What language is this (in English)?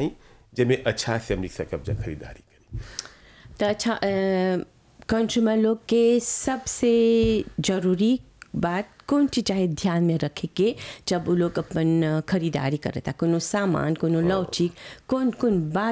Bhojpuri